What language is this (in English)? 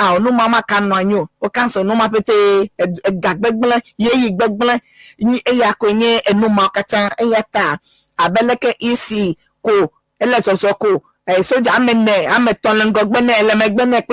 Ewe